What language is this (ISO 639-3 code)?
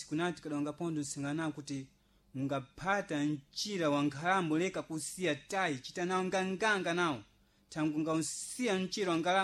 seh